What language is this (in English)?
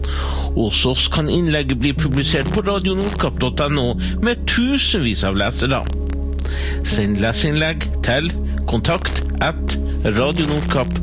Norwegian